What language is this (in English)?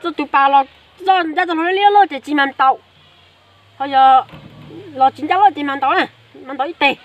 Hmong